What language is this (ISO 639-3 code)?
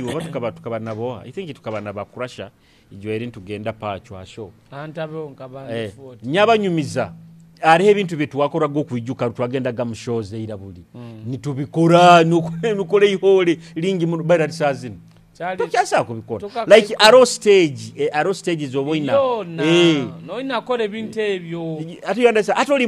nyo